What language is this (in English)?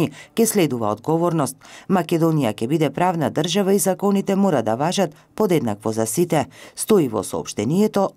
Macedonian